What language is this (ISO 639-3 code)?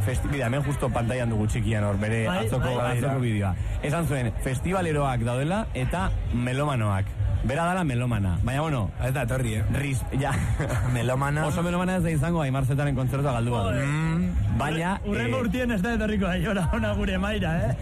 eus